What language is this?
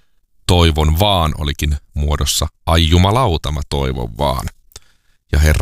Finnish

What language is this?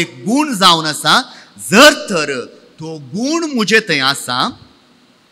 Konkani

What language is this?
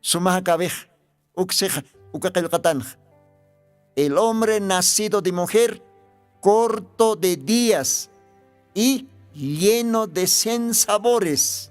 Aymara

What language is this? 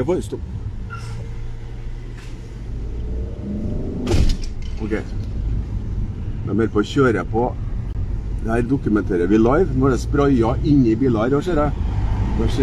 Norwegian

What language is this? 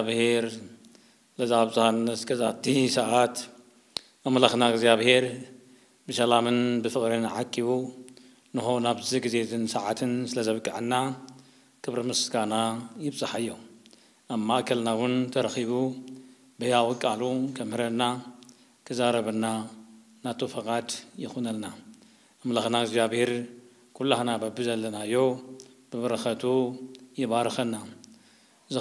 Tigrinya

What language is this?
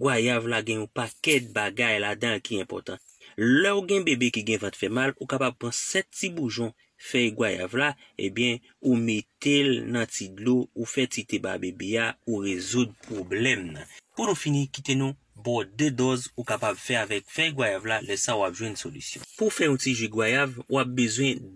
Haitian Creole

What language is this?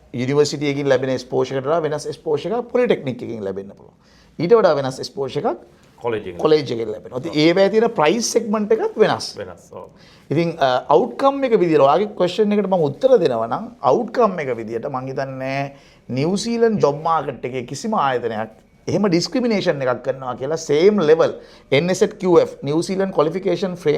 Sinhala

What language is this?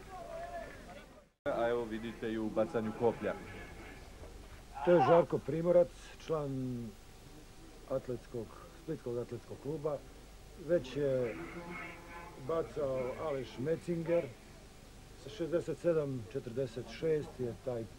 Croatian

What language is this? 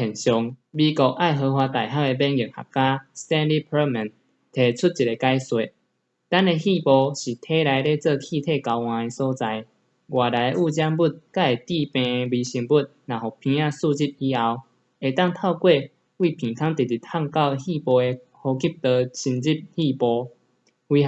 Min Nan Chinese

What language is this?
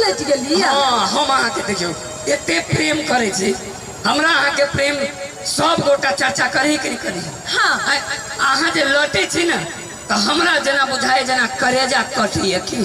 Maithili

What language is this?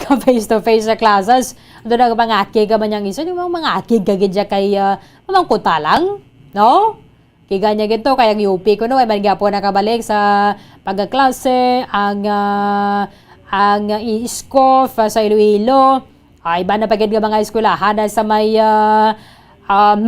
Hiligaynon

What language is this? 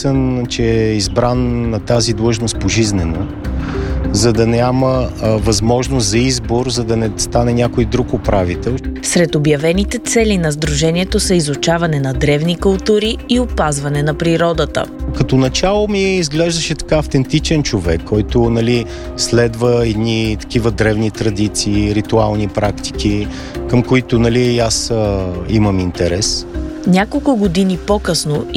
Bulgarian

